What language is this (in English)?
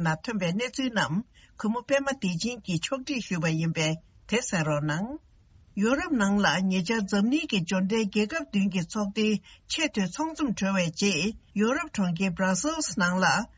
Tibetan